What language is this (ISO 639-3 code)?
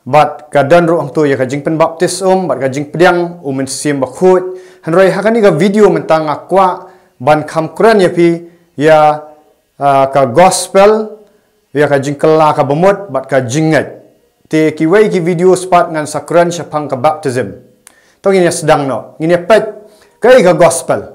kha